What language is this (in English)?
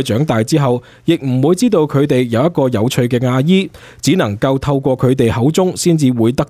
Cantonese